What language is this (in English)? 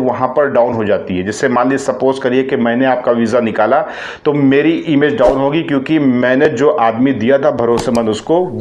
Hindi